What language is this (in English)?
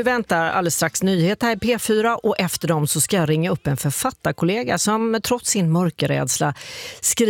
Swedish